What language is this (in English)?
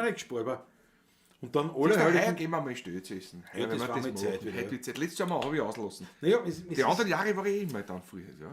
Bavarian